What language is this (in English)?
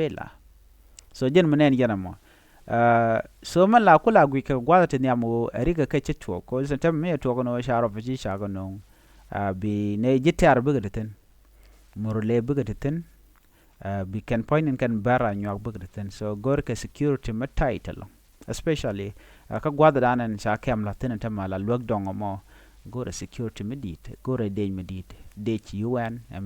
Nuer